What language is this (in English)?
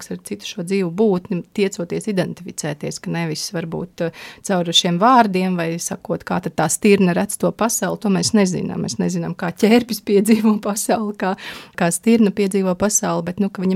Latvian